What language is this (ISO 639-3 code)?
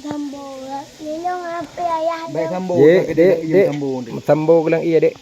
ace